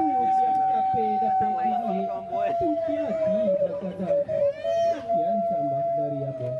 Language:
Minangkabau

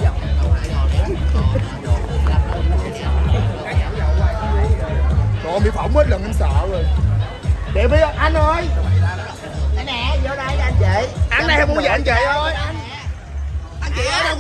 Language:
Vietnamese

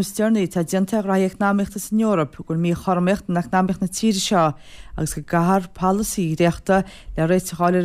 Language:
Irish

